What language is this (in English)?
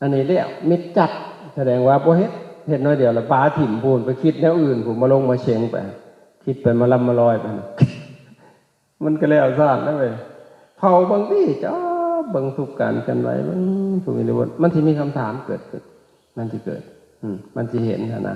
Lao